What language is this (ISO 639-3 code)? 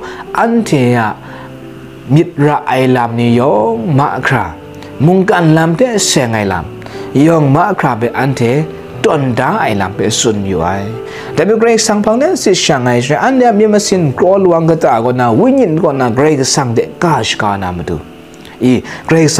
kac